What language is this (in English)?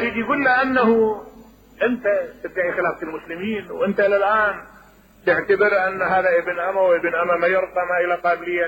Mesopotamian Arabic